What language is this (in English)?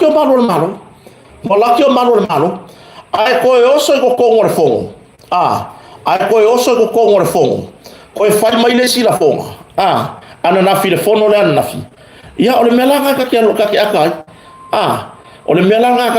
Samoan